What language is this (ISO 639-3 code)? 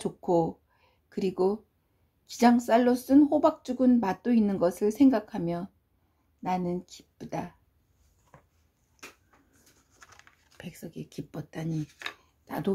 kor